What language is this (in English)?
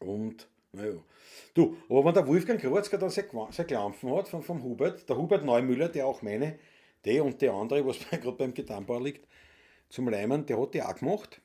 Bavarian